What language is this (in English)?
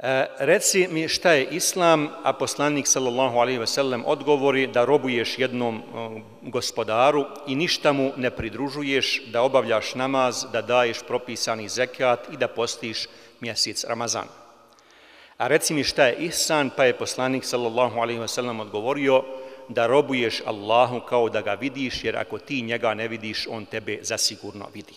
Bosnian